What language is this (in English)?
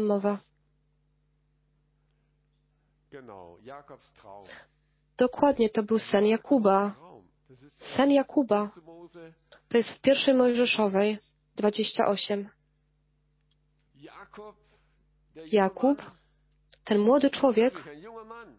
Polish